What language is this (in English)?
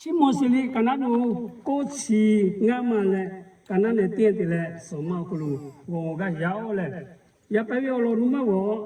Lahu